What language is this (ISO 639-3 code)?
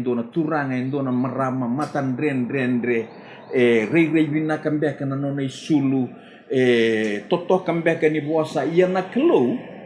fij